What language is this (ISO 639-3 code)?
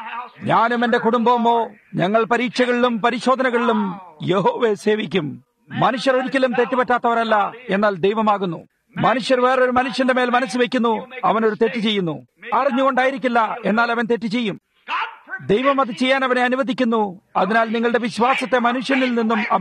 mal